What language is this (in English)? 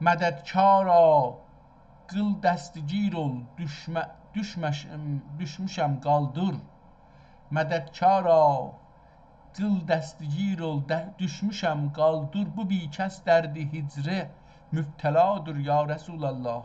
South Azerbaijani